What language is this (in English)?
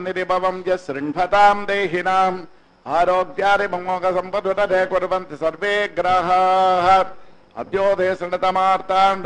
Sanskrit